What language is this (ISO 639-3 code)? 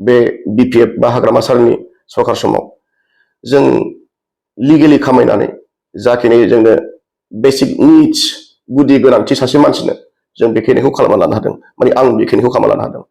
brx